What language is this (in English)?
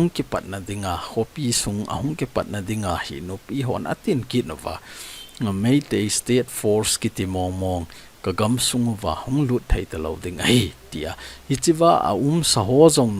Thado Chin